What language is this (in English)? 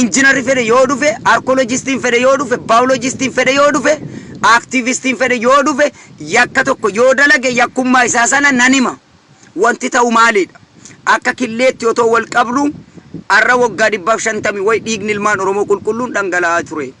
Oromo